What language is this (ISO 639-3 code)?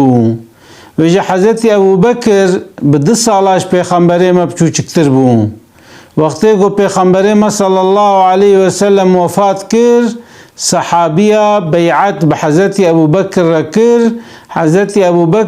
kur